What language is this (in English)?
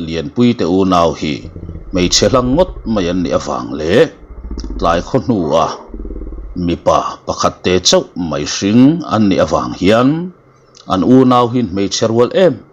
Mizo